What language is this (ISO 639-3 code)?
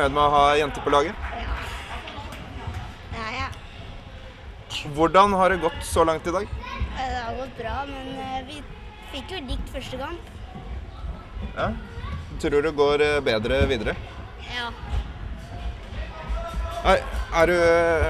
nor